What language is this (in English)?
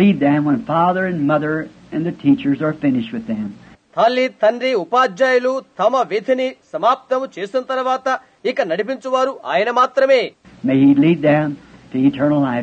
Telugu